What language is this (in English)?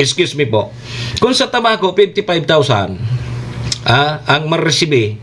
Bikol